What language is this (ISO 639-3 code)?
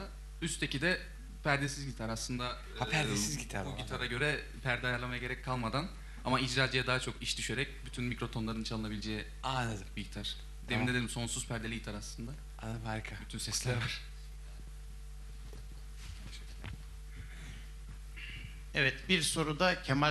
tur